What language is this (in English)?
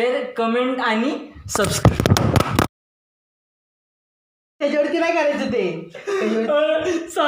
Marathi